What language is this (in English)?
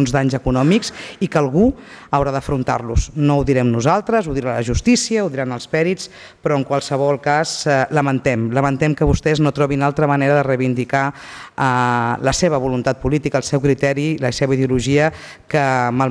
Catalan